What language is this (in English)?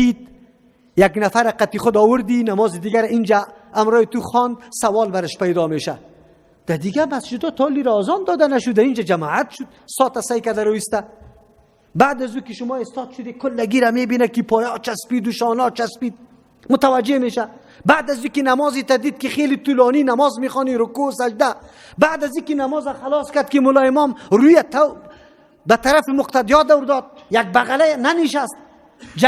Persian